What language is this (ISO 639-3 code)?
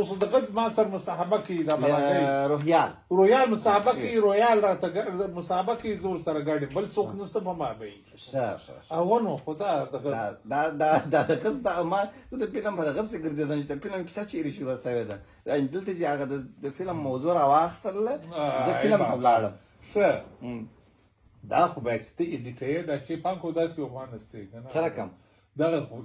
pus